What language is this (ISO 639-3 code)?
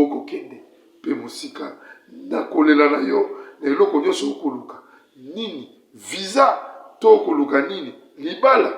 lin